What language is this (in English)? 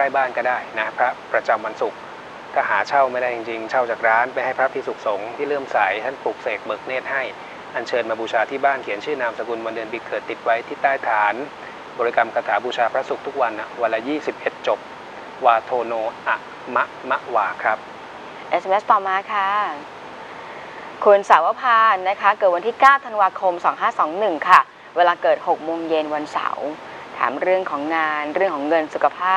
Thai